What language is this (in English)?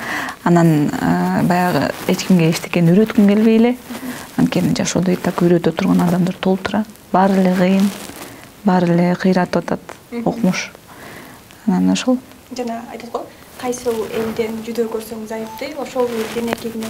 Kyrgyz